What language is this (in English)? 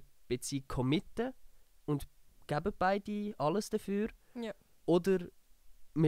Swiss German